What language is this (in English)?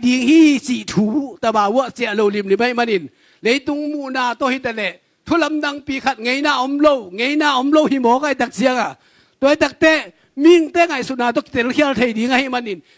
Tedim Chin